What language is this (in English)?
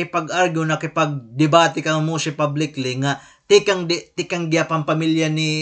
Waray